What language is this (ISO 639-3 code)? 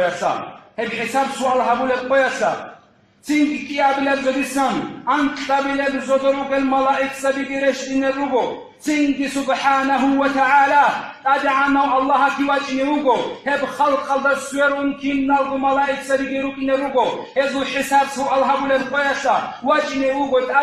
ava